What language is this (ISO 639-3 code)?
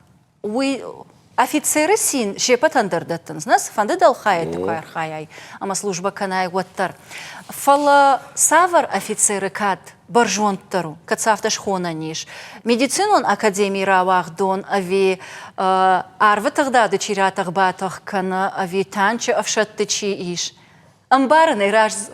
oss